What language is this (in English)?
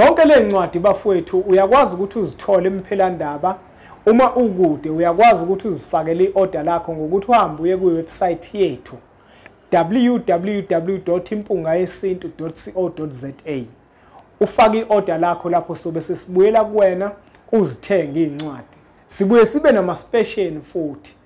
Zulu